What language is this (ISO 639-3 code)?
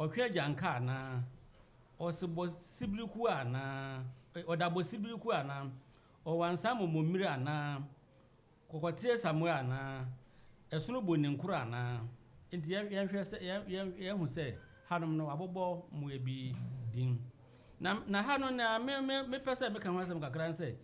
aka